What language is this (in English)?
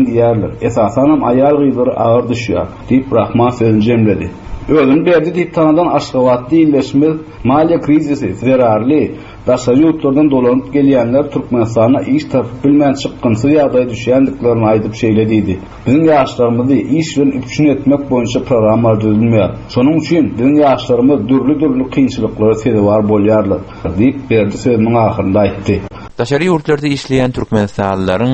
Turkmen